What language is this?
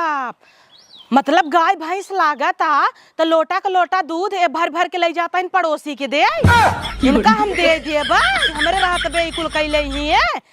Awadhi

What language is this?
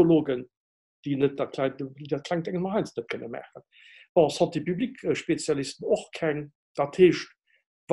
Luxembourgish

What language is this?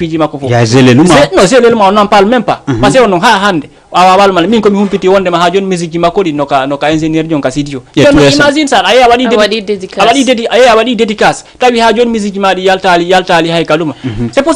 Fula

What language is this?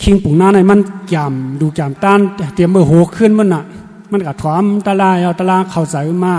Shan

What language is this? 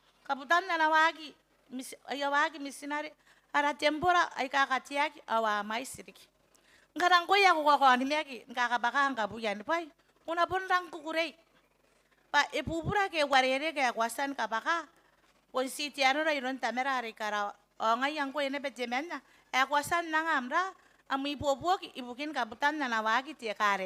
Gilbertese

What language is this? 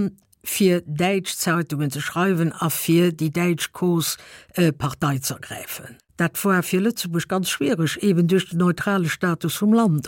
Luxembourgish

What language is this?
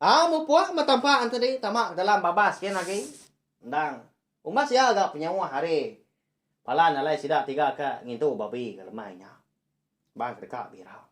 Iban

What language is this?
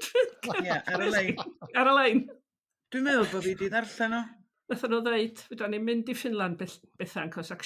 Welsh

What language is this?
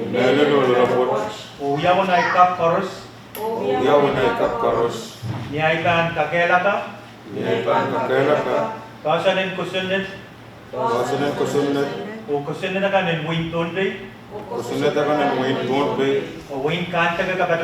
Pohnpeian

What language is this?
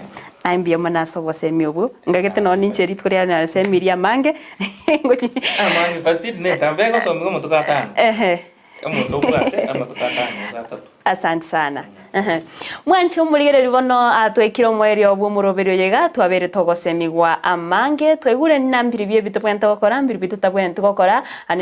Gusii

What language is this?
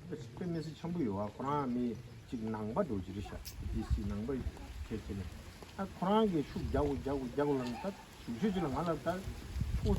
Tibetan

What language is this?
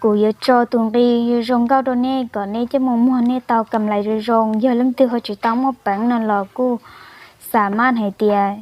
Hmong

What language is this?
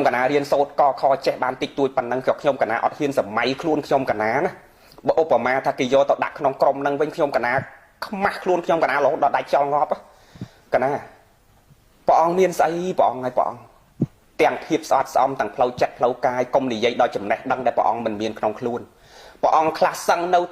Khmer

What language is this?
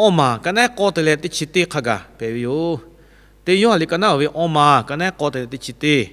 Lahu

